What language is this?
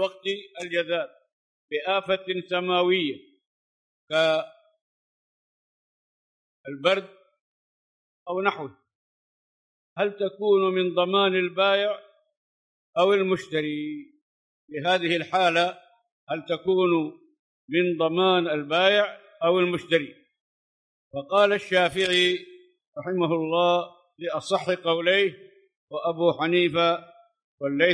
Arabic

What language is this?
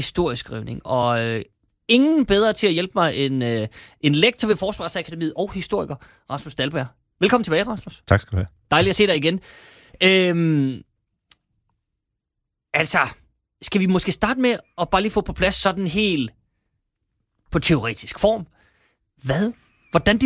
Danish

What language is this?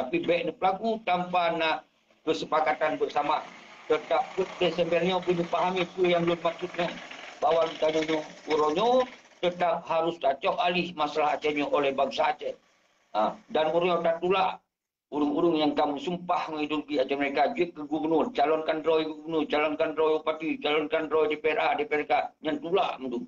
Achinese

